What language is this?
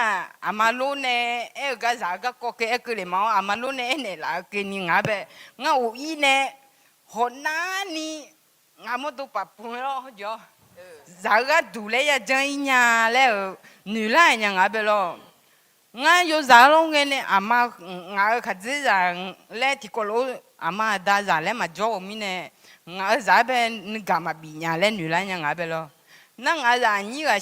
Akha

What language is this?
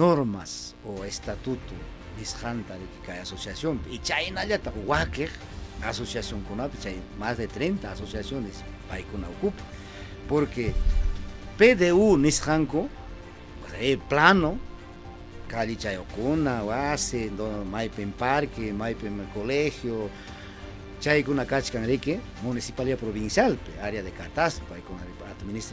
Ayacucho Quechua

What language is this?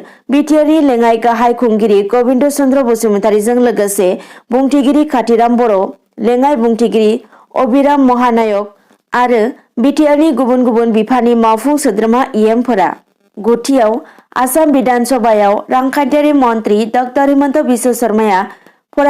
Bodo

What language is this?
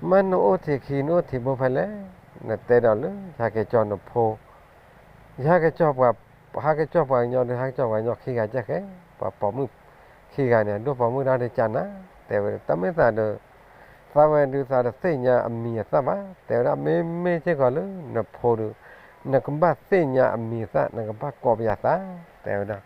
S'gaw Karen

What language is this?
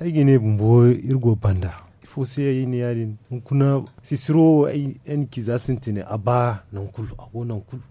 Zarma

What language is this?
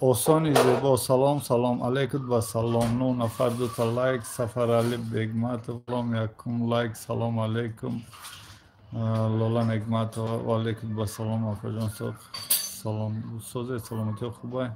Tajik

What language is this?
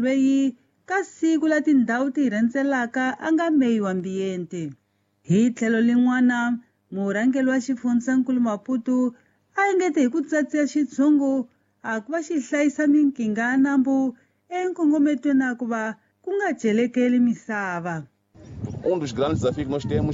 Tsonga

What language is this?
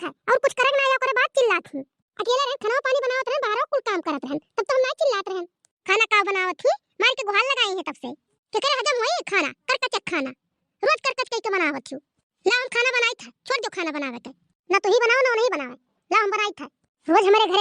Awadhi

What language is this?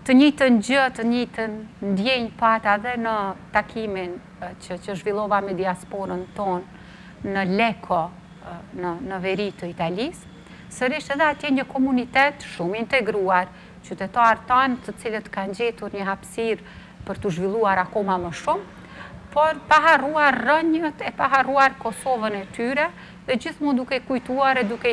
Albanian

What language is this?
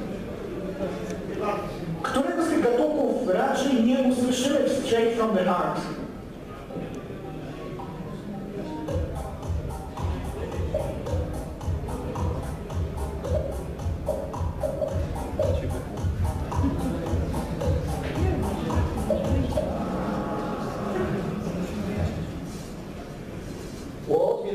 Polish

